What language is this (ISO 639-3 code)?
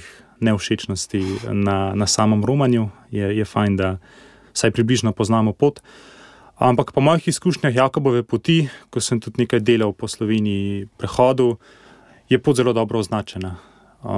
slv